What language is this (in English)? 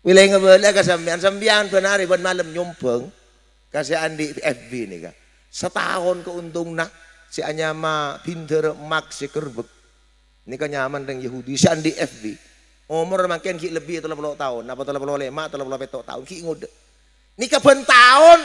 Madurese